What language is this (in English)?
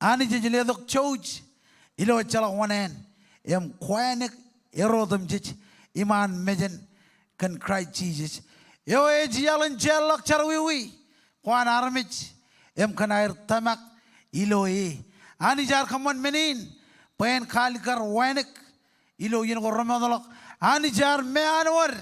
Marshallese